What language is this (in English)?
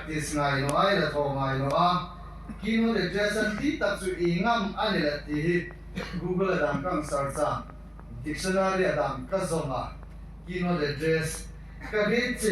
Hmar